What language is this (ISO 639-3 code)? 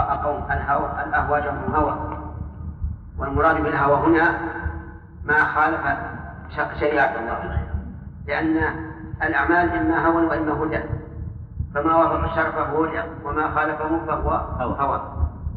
ara